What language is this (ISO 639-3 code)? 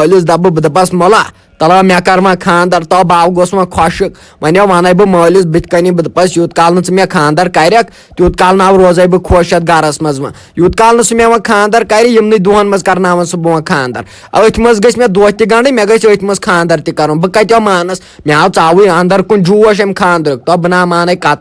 kas